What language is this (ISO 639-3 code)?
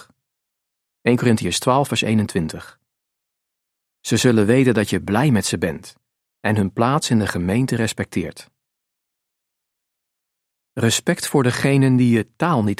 nld